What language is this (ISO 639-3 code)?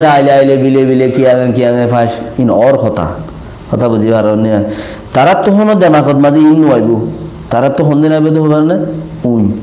rhg